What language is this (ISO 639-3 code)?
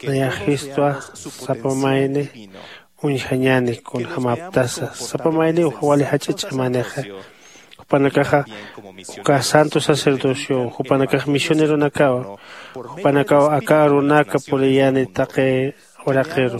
aym